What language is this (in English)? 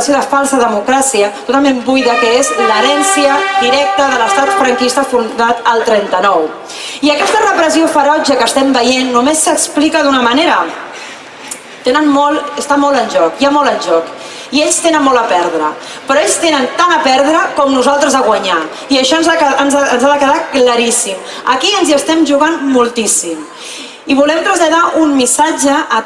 Catalan